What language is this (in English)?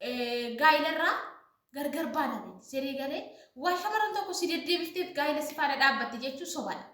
Oromo